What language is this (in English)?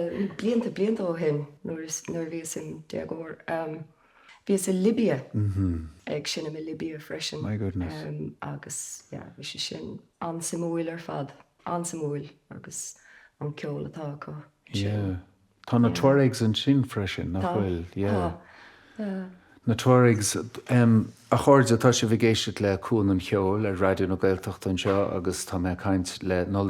Irish